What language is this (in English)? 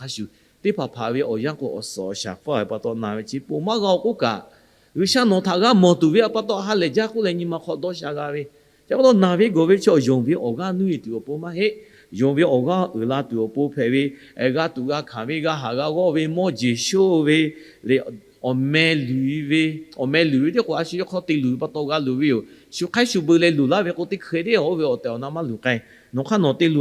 Lahu